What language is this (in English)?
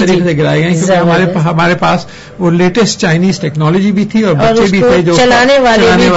Urdu